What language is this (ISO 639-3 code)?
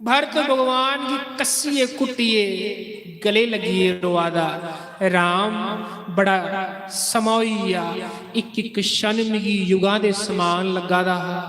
doi